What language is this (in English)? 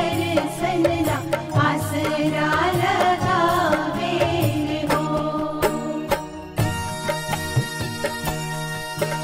Bhojpuri